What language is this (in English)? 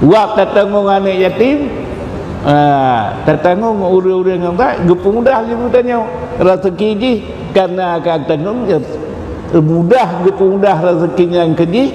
Achinese